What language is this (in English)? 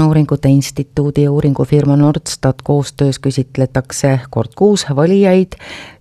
Estonian